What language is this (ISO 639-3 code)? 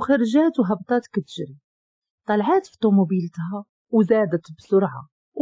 ary